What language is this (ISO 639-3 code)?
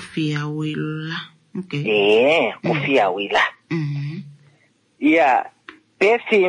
kua